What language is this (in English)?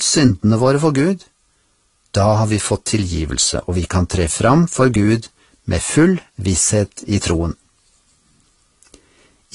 Norwegian